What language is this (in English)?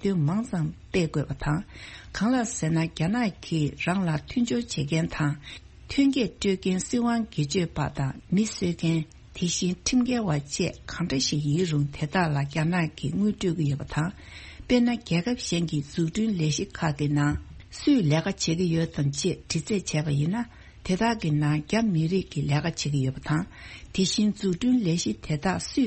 Tibetan